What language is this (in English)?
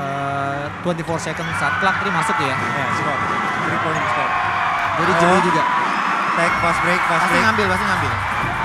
Indonesian